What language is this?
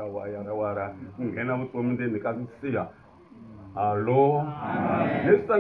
Tsonga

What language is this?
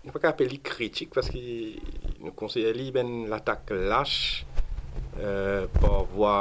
Morisyen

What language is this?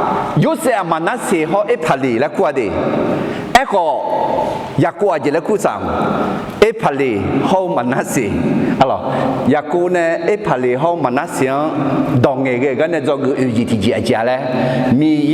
Akha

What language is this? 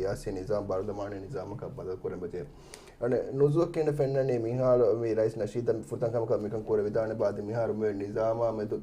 Divehi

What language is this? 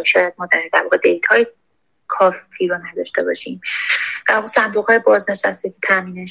Persian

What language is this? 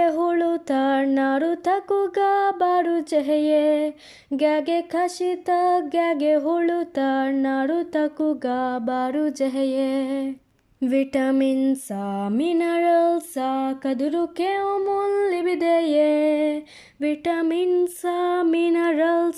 Divehi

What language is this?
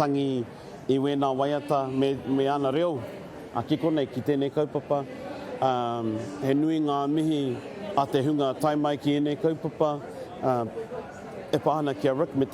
Māori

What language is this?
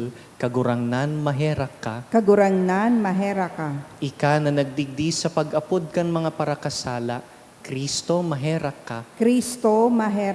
Bikol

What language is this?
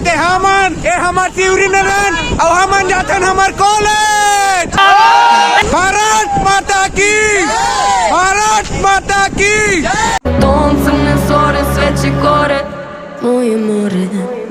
Chhattisgarhi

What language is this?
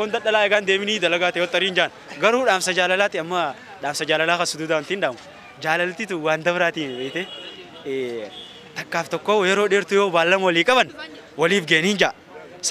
Oromo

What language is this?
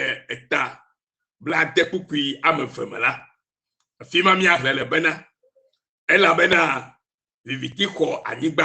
Ewe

